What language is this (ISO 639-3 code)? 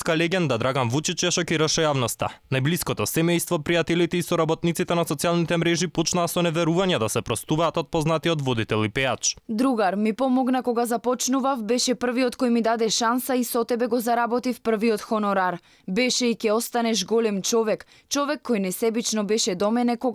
mkd